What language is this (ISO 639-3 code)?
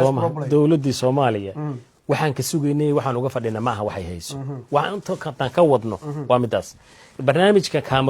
som